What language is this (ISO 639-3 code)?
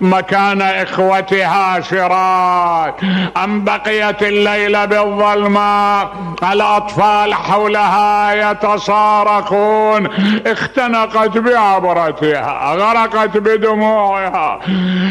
acm